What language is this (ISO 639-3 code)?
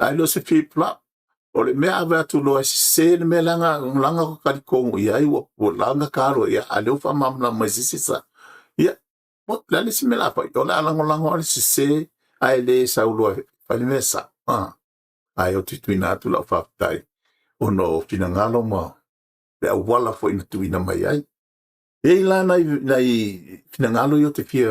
smo